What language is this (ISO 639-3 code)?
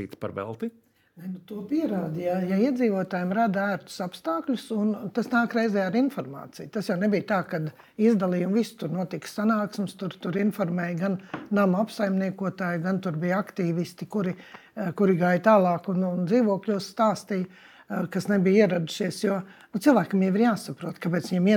lav